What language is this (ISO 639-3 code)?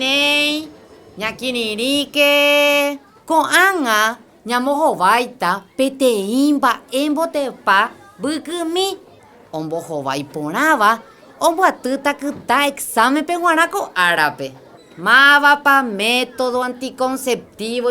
grn